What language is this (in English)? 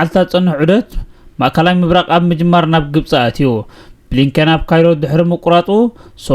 Tigrinya